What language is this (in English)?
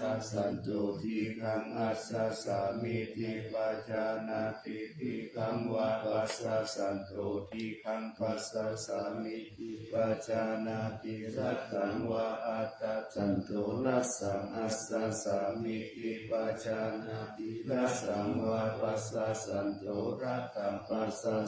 Pali